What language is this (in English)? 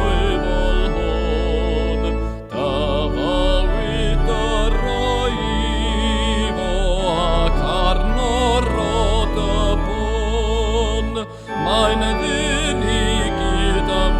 Welsh